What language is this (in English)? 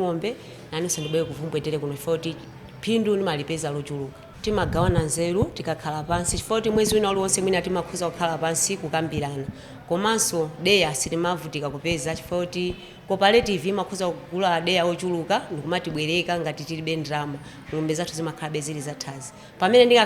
Nyanja